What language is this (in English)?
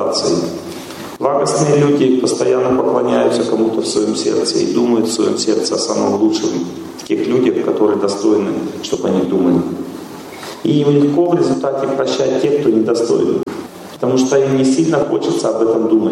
Russian